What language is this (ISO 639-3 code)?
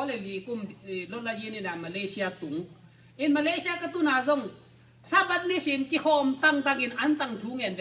ctd